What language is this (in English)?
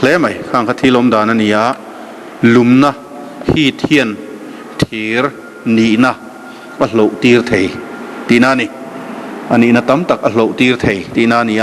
Mizo